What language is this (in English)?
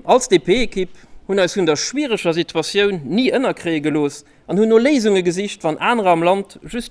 Luxembourgish